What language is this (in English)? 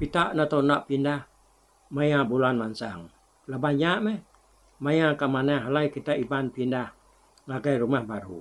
Iban